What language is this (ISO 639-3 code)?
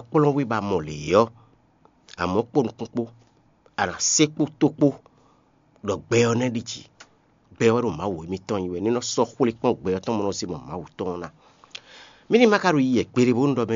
fon